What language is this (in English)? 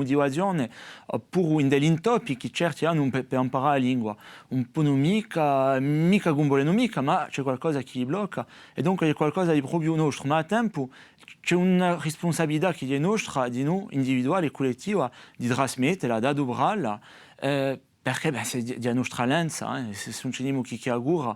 Corsican